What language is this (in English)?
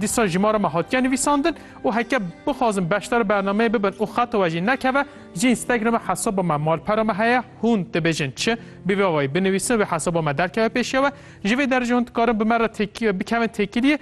Kurdish